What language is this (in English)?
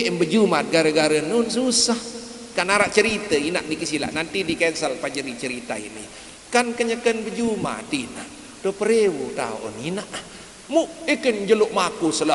Sasak